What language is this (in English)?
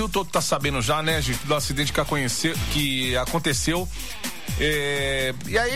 Portuguese